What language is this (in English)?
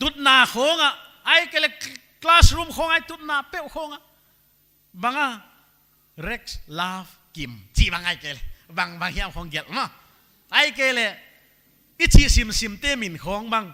Paite Chin